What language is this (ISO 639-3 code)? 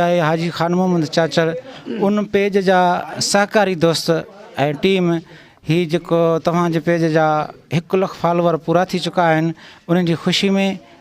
snd